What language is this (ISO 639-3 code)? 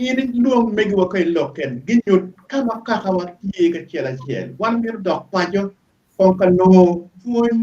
ach